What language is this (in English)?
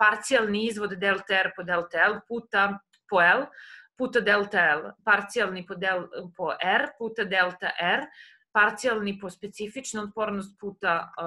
Serbian